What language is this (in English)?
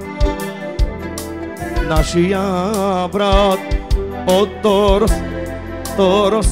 Bulgarian